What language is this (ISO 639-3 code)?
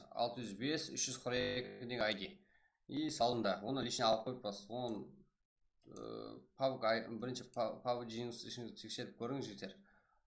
kaa